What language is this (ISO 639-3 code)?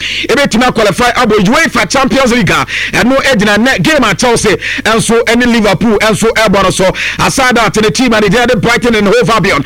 aka